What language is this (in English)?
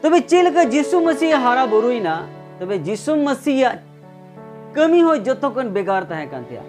Santali